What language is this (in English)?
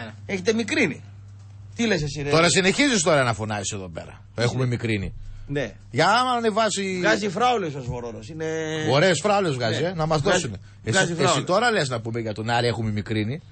Greek